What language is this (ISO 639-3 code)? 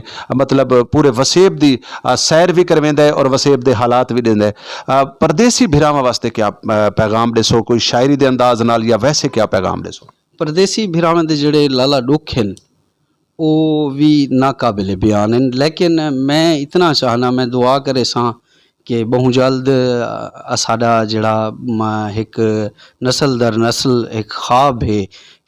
skr